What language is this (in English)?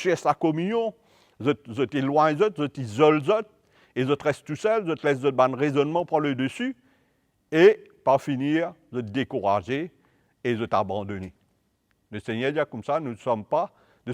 Morisyen